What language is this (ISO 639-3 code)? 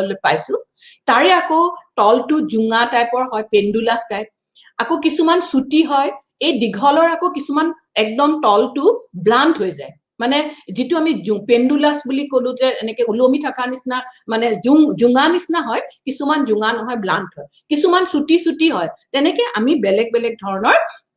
asm